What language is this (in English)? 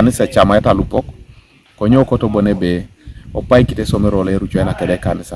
Teso